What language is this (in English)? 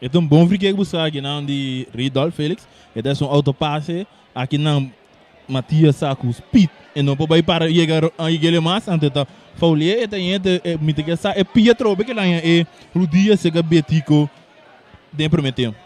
Papiamento